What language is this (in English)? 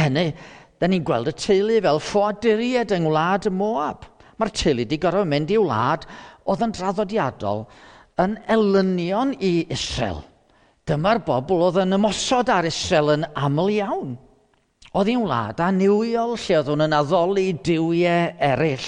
Welsh